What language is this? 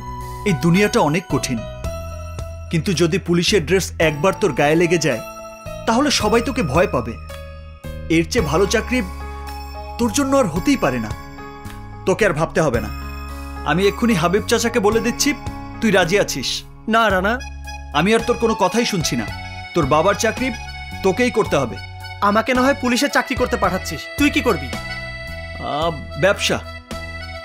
Bangla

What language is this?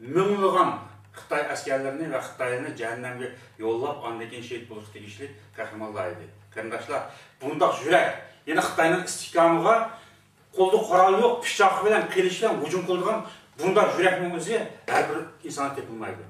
Uyghur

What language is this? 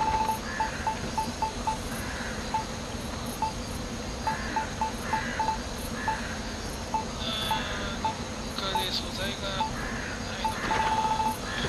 Japanese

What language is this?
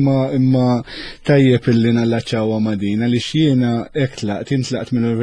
Maltese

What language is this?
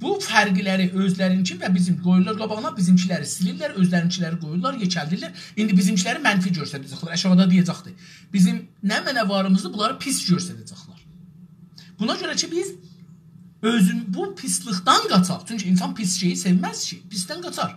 South Azerbaijani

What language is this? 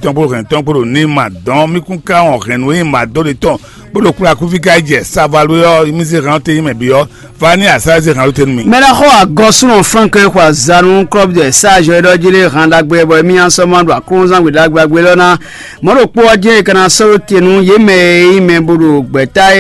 Fon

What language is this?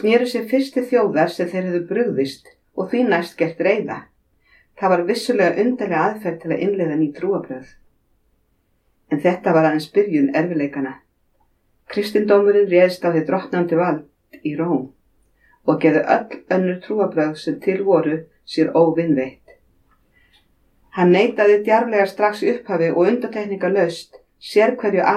Icelandic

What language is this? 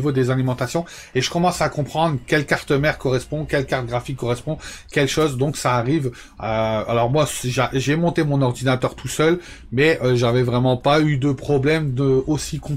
French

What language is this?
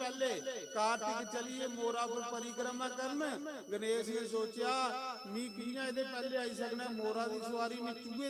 Dogri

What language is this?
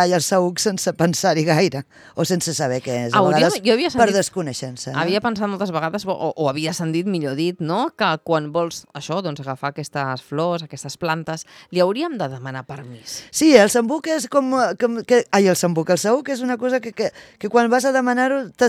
Catalan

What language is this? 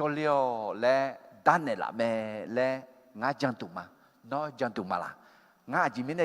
Akha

